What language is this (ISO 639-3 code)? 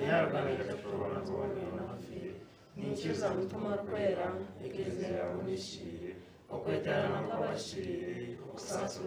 nyn